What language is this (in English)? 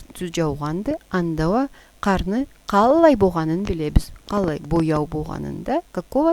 Karachay-Balkar